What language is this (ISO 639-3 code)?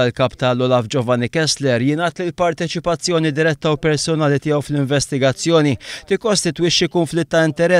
mlt